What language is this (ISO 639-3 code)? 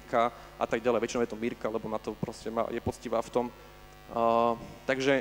slk